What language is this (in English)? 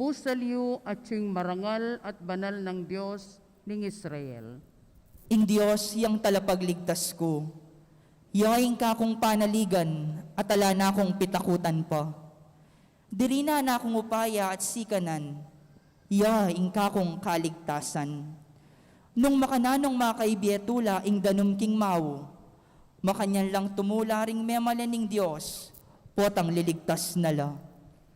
Pampanga